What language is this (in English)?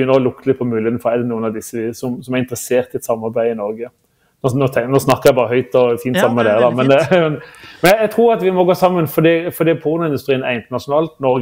Norwegian